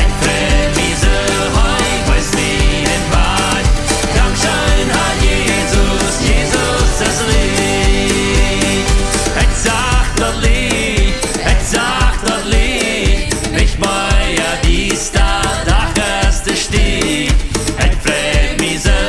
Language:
Plautdietsch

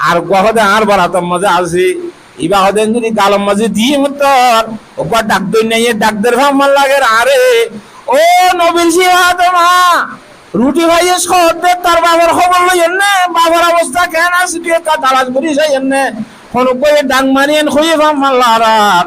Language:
Rohingya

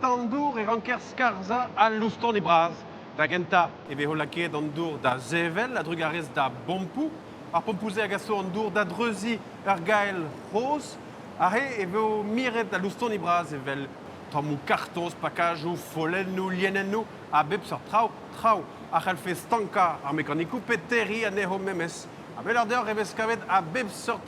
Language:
Breton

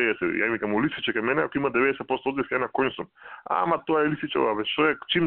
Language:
Macedonian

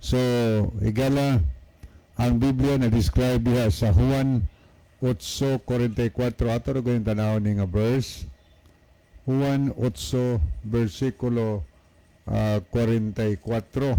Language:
Cebuano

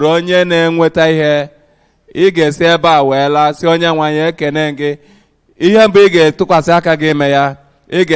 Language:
Igbo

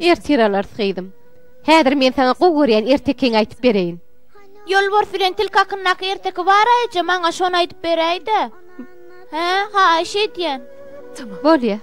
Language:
Turkmen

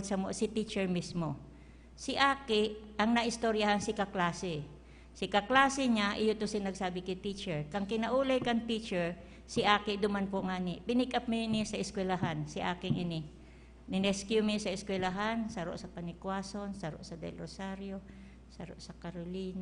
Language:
Bikol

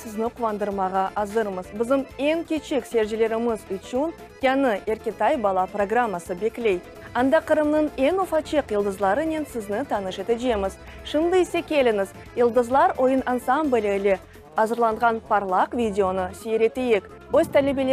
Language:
Crimean Tatar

